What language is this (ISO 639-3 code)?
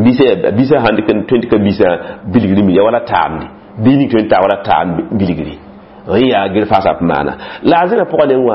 mos